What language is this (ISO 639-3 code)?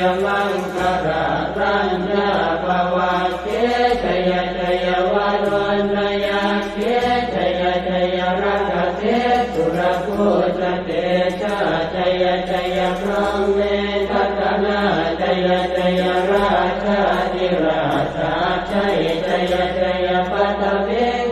pli